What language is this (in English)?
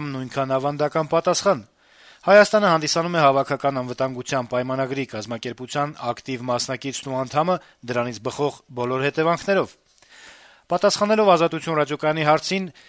Armenian